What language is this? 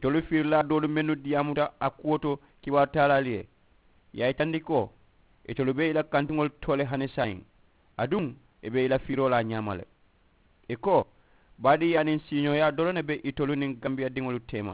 Mandingo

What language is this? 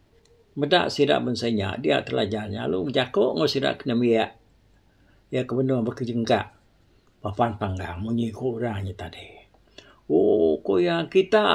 Iban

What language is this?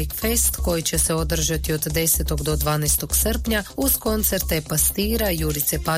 Croatian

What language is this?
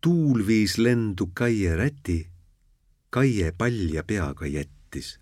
Estonian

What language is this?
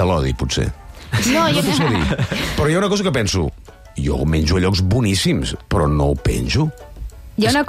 Catalan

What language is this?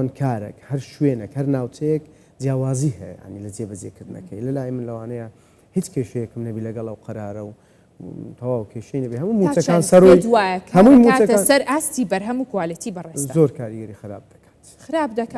Central Kurdish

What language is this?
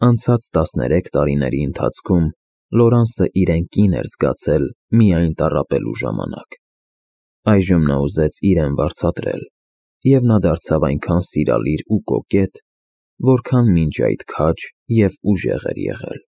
Armenian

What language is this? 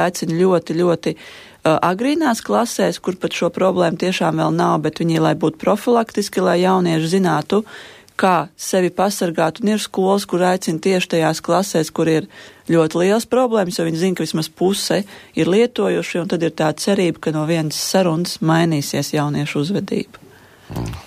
Latvian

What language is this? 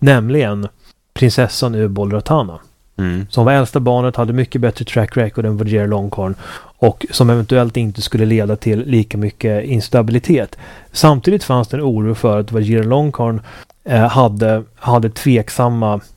Swedish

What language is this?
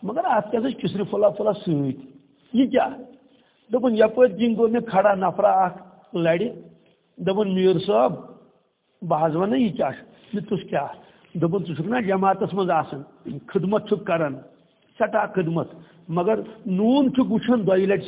Kashmiri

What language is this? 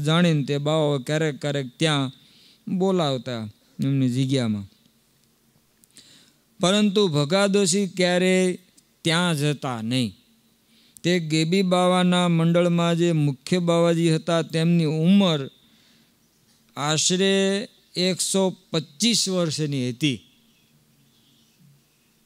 Gujarati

